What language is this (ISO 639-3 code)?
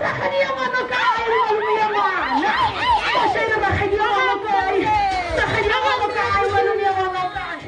nso